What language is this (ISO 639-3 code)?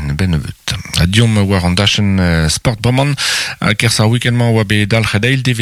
bre